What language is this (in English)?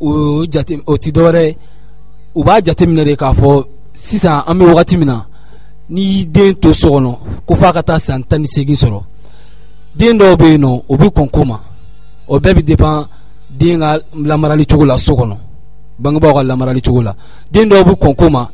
Bambara